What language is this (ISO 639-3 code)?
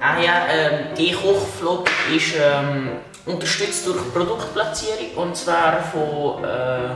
gsw